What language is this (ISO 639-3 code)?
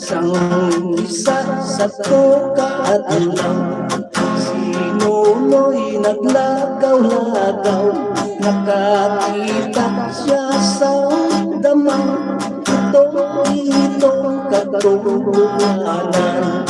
hil